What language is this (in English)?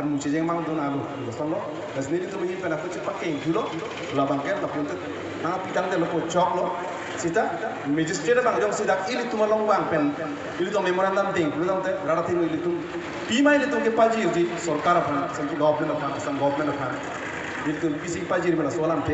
Karbi